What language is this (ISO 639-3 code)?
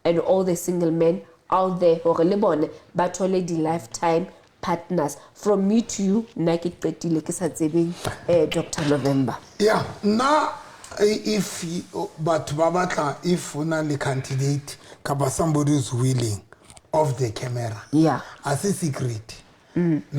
sot